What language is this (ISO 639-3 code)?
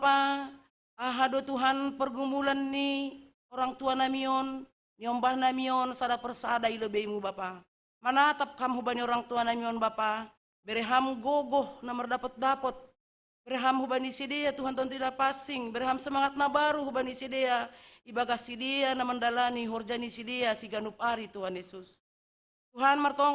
bts